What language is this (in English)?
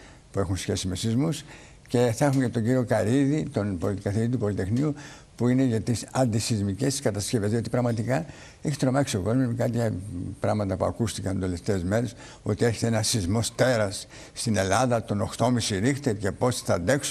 Greek